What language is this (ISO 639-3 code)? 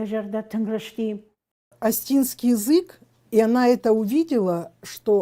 oss